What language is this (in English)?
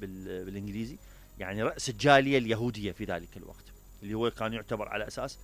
Mesopotamian Arabic